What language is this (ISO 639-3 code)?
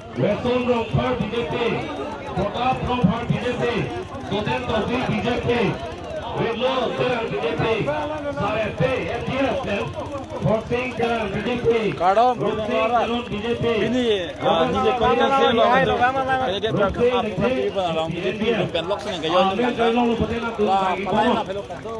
mjw